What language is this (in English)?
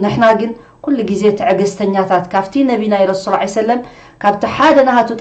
Tigrinya